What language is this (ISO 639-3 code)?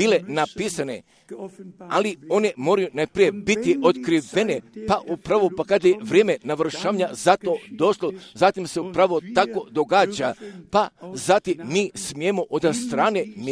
hrv